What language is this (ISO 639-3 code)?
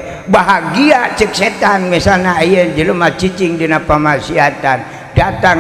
sun